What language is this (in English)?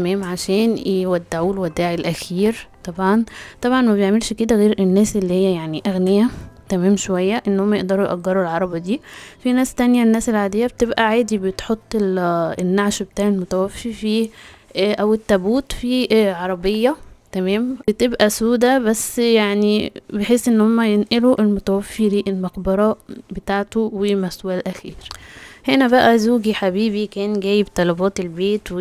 Egyptian Arabic